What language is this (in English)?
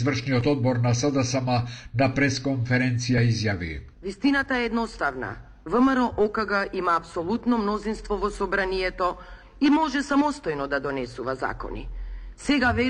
Macedonian